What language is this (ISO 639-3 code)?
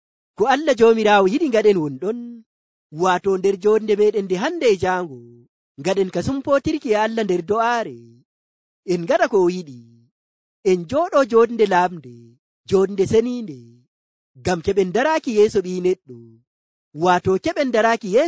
fuv